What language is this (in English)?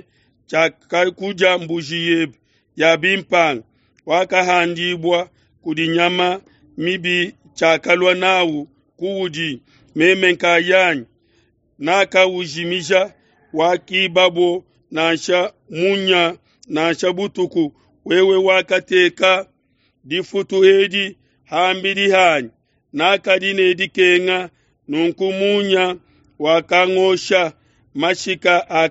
Luba-Lulua